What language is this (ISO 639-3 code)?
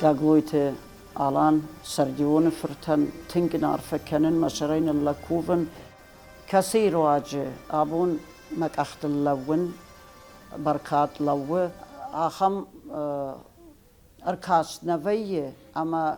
oss